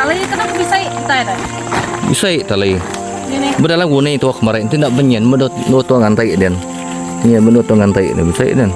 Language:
Iban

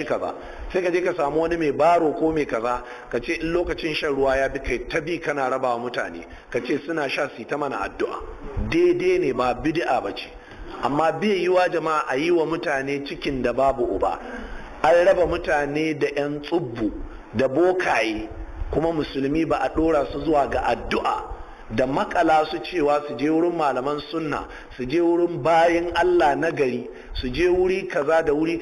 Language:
Hausa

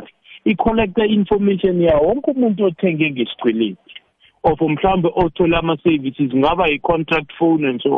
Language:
South Ndebele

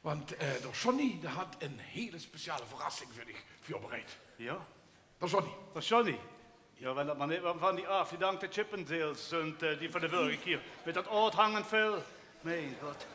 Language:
Limburgish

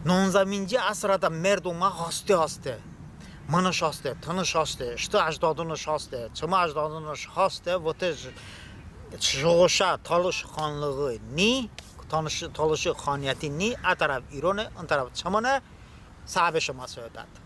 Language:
Talysh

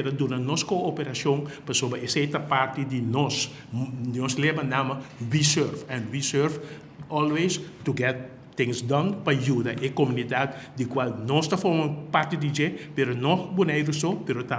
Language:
Papiamento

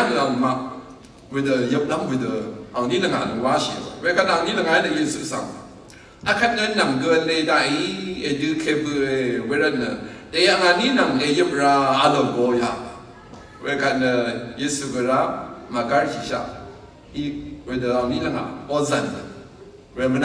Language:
Rawang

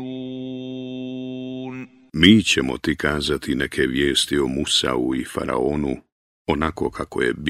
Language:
Bosnian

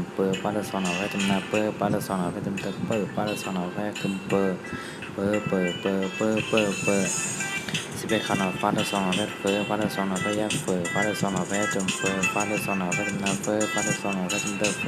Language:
Shan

